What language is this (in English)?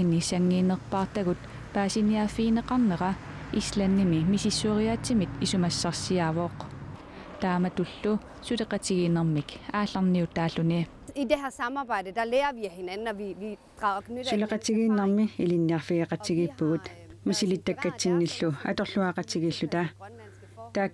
Kalaallisut